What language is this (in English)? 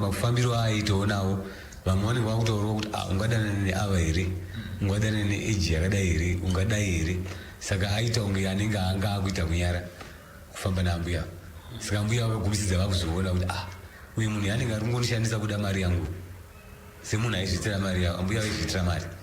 Shona